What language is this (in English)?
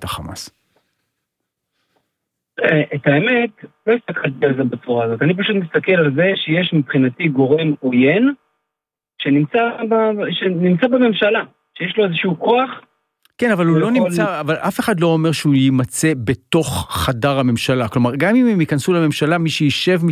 Hebrew